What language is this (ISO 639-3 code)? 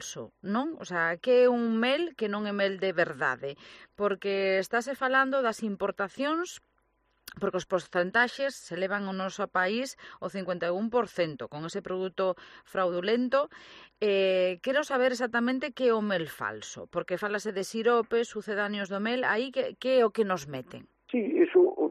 glg